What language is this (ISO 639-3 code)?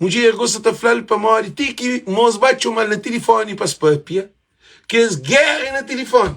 kea